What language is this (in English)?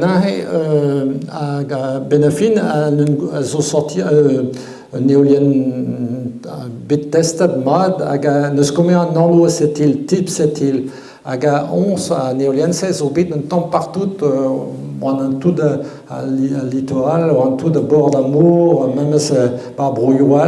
Breton